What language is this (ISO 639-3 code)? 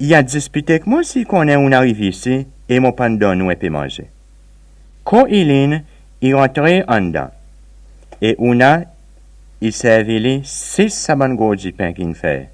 crs